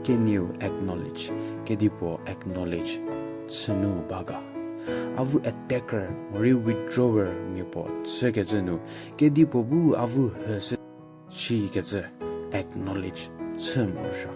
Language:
Angami Naga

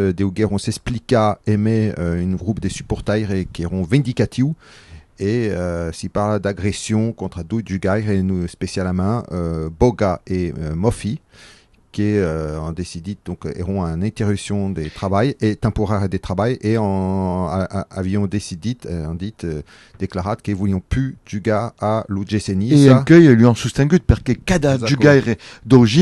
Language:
Occitan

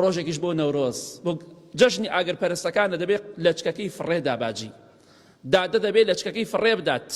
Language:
Central Kurdish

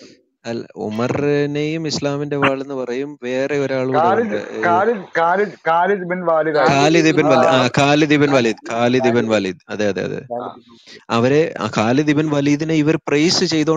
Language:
Malayalam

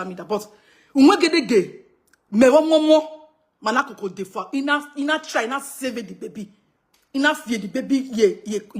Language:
Nigerian Pidgin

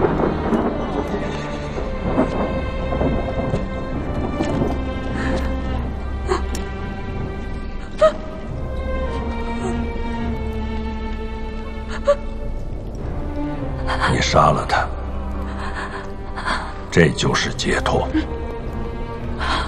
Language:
Chinese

